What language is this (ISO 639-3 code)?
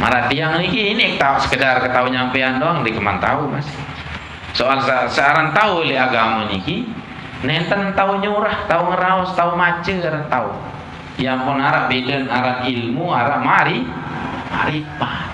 sas